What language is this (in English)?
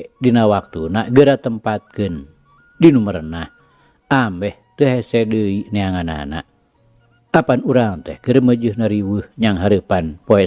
Sundanese